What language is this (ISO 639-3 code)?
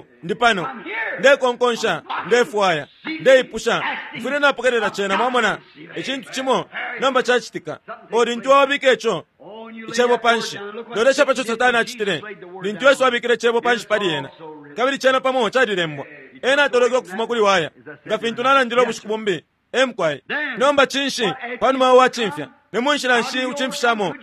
bem